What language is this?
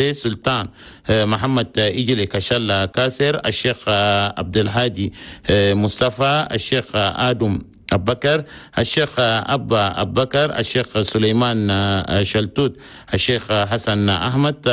Chadian Arabic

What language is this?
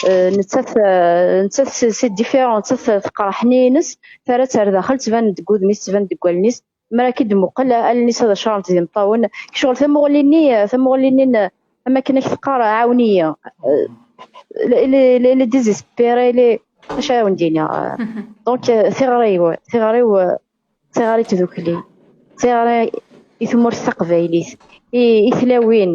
Kabyle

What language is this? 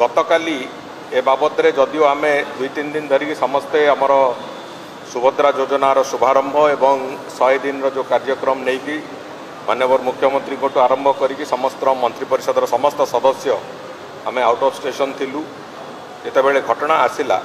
Odia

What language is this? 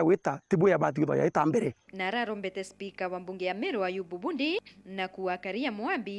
Meru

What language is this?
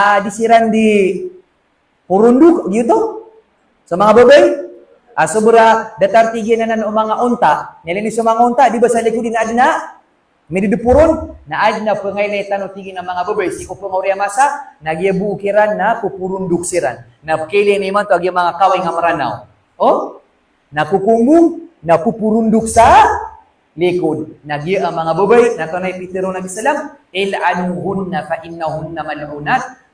Maranao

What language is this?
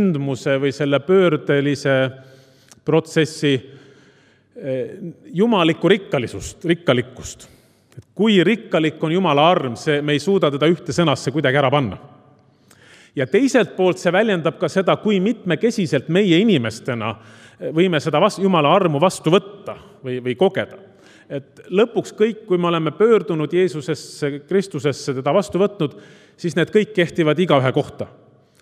Estonian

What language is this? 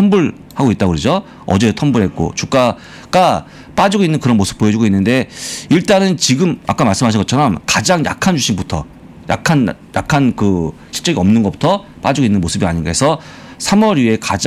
Korean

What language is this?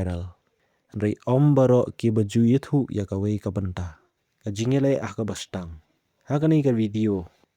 Khasi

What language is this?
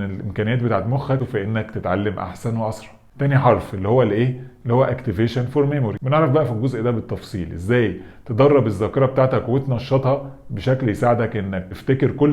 Egyptian Arabic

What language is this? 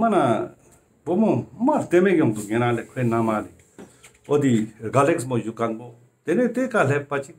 Ladakhi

